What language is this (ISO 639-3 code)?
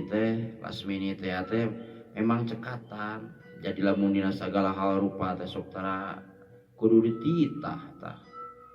sun